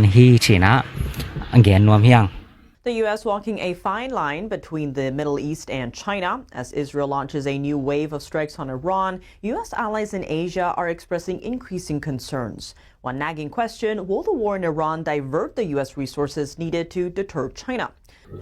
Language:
Tedim Chin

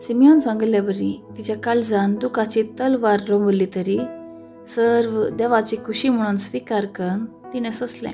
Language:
Konkani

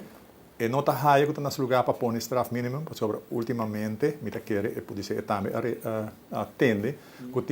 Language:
Papiamento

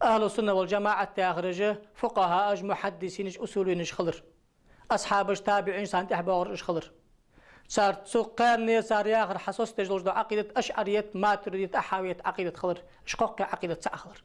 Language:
Ingush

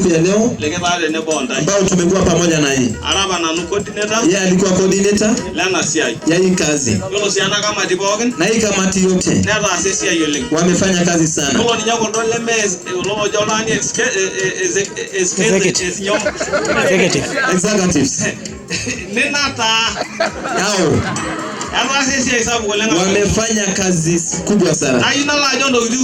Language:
Masai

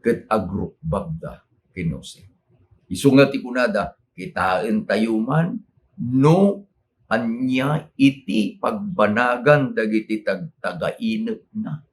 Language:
Iloko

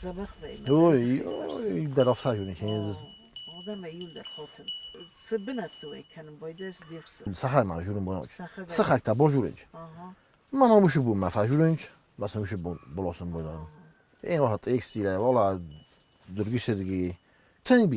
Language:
Ossetic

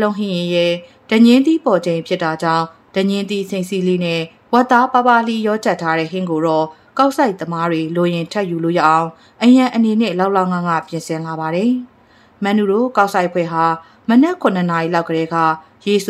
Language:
Burmese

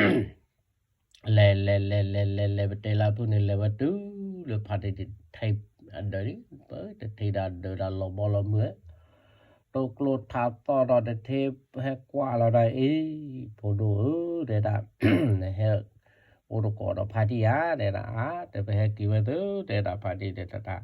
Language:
S'gaw Karen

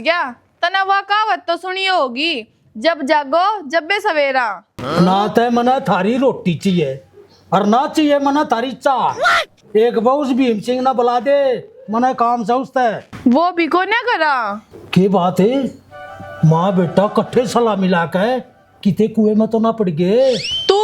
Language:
Haryanvi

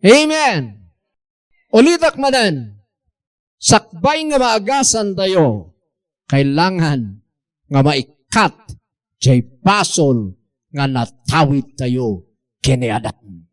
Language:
Iloko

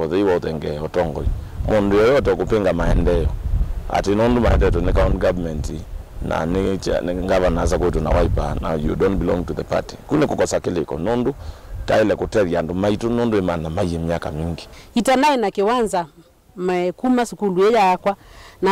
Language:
Kamba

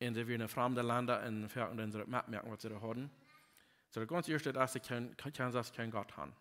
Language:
Plautdietsch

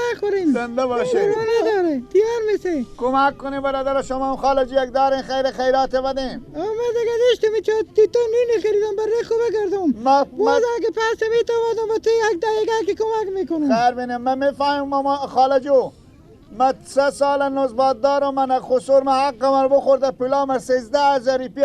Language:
Persian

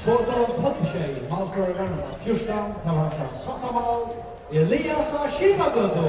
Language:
Faroese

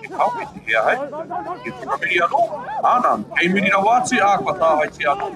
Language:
Māori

